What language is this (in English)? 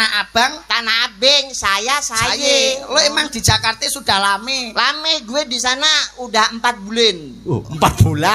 Javanese